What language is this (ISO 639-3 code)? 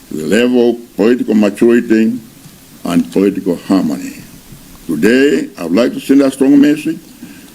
nya